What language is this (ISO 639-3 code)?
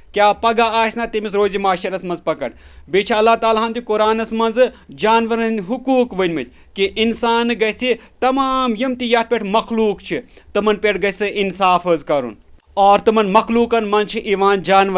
kas